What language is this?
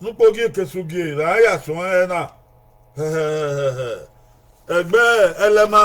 Bini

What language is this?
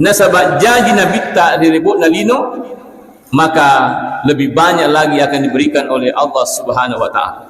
Buginese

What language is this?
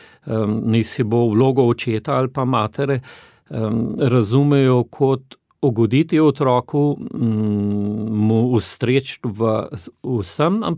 Slovenian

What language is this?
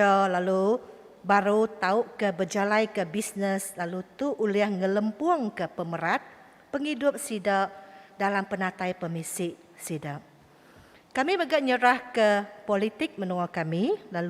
Iban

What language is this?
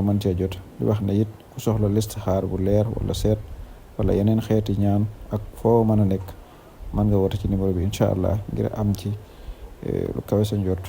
Wolof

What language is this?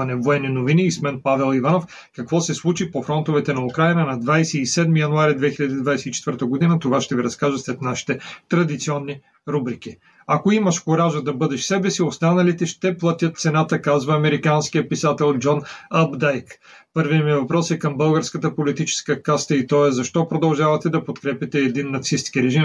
Bulgarian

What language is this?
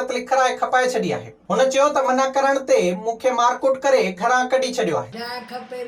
Sindhi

